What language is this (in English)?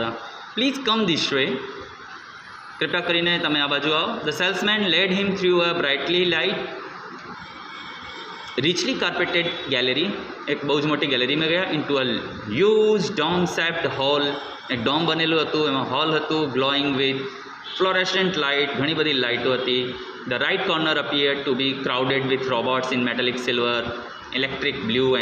Gujarati